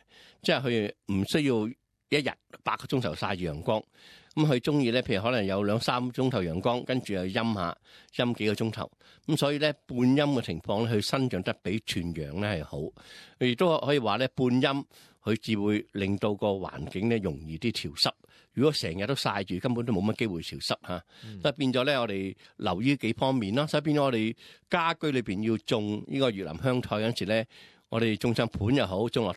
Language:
Cantonese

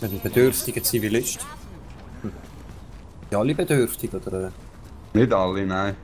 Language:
Swiss German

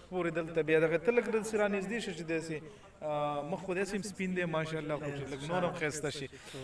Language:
Pashto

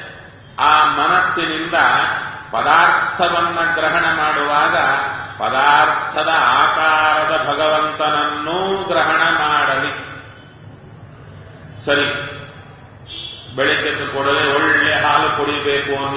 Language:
Kannada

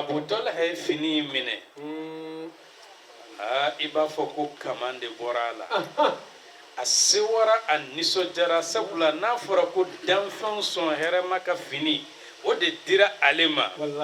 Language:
Bambara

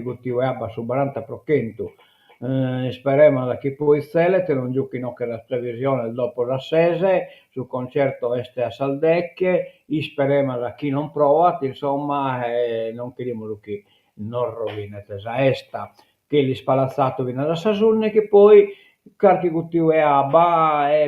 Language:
Sardinian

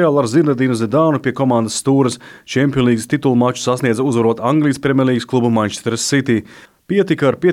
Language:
Latvian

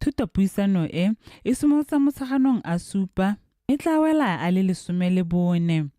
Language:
Tswana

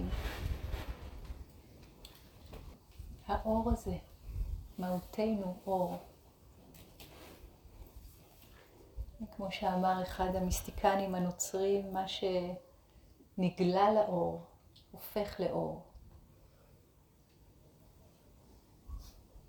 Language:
Hebrew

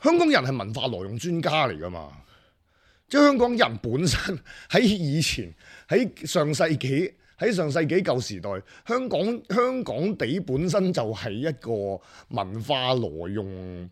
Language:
Cantonese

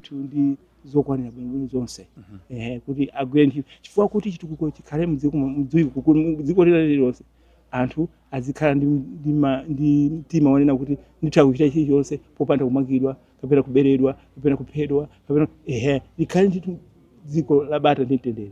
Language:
Nyanja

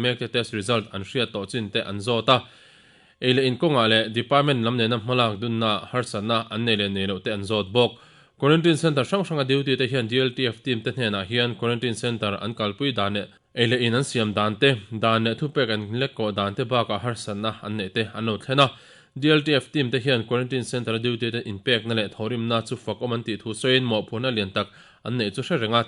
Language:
Mizo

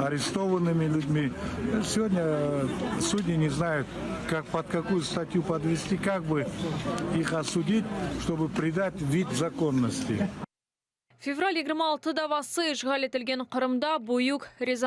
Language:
Crimean Tatar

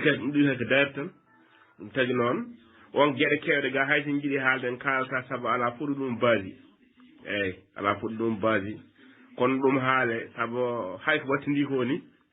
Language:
Fula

